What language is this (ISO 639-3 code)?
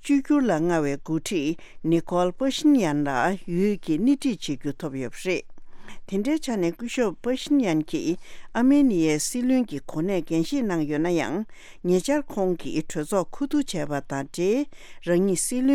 bod